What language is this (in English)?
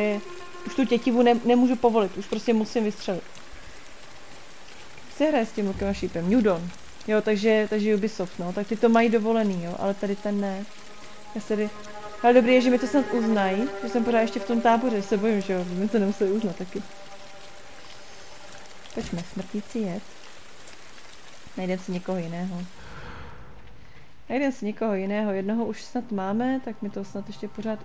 Czech